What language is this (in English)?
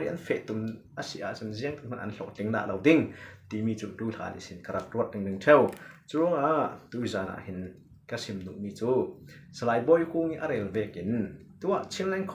Falam Chin